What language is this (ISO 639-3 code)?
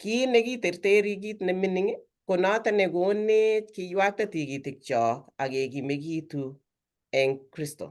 kln